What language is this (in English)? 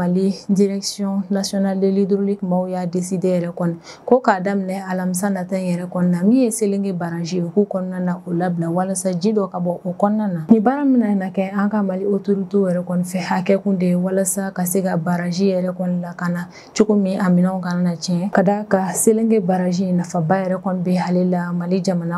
Bambara